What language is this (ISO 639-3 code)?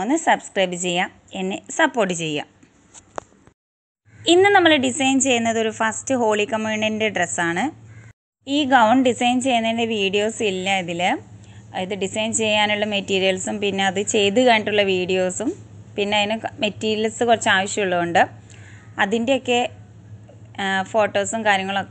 mal